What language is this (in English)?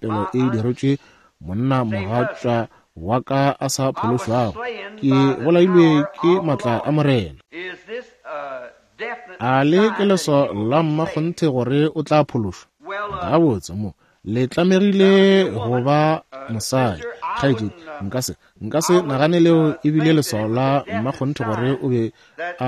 Northern Sotho